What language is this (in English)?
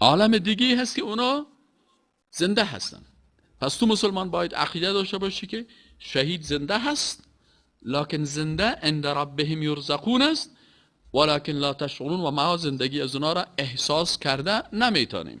Persian